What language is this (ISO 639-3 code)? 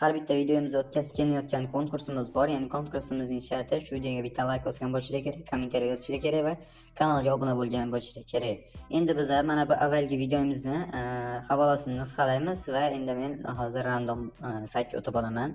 uzb